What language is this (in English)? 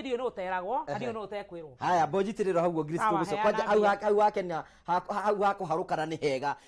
Kikuyu